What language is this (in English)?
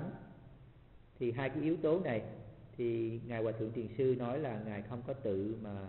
Vietnamese